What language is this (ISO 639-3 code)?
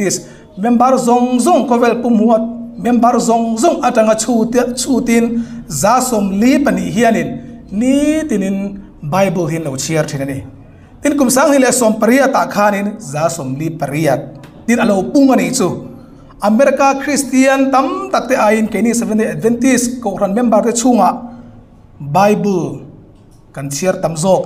hmr